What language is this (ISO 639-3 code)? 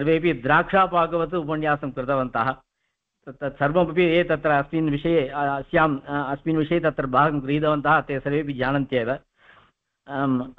san